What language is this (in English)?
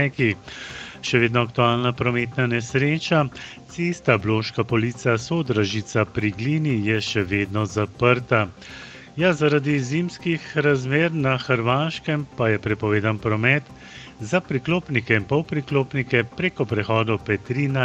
Slovenian